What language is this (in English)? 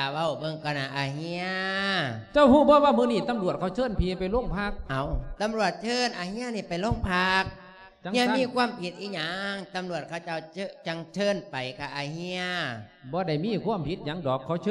Lao